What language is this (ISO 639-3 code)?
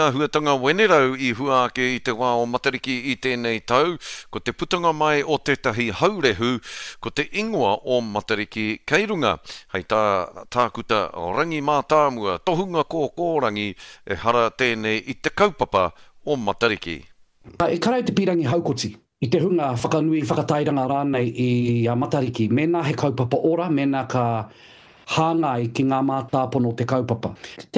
mri